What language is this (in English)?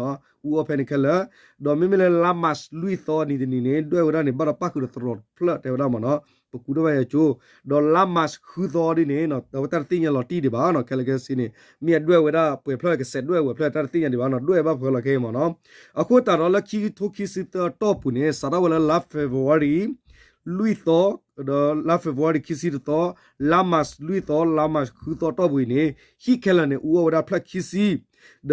S'gaw Karen